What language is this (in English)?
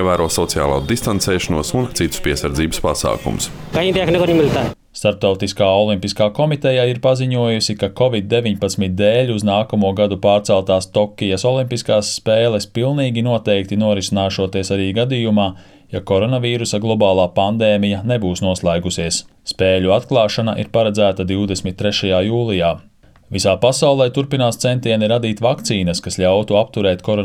Latvian